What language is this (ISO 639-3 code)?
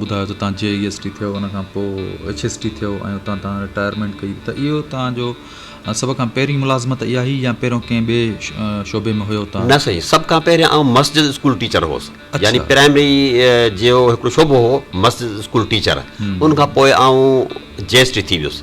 snd